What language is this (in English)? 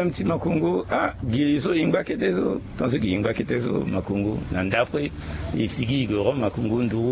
Sango